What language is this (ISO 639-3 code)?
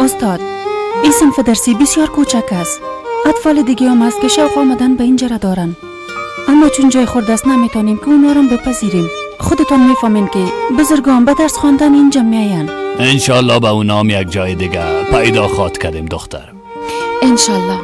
fas